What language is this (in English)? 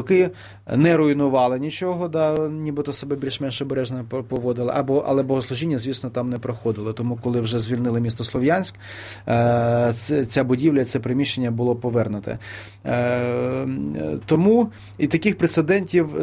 Ukrainian